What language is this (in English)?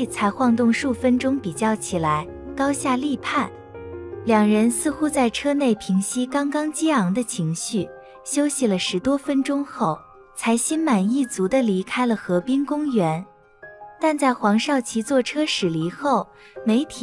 Chinese